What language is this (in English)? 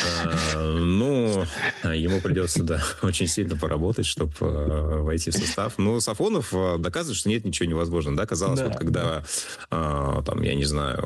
Russian